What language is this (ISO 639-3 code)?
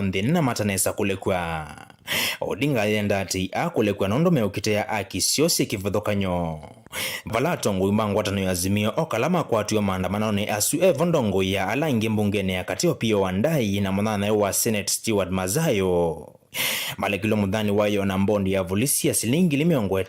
kam